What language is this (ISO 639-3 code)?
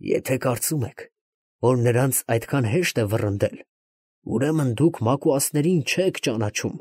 hye